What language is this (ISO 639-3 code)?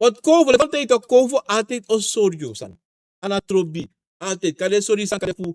srn